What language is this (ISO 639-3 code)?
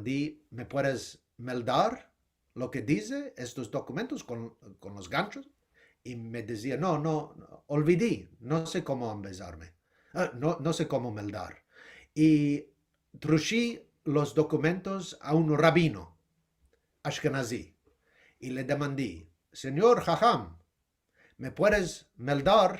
lad